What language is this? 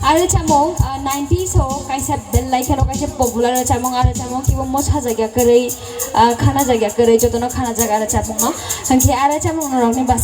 Kok Borok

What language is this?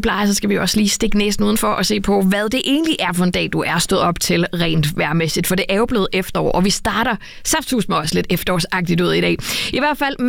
Danish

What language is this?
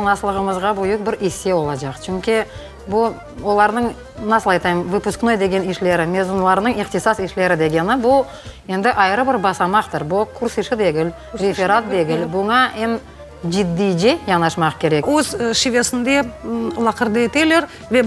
Crimean Tatar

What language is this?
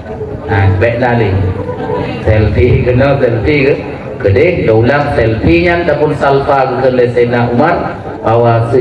Achinese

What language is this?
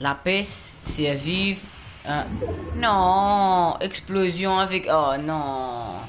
Morisyen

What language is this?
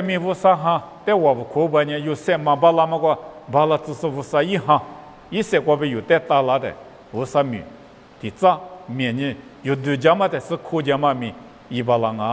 Lisu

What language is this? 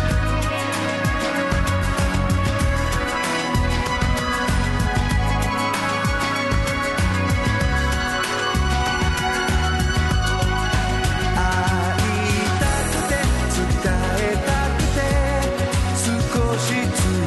Japanese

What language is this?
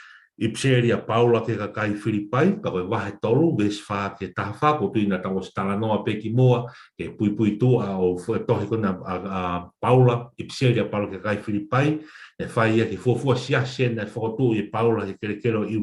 Tongan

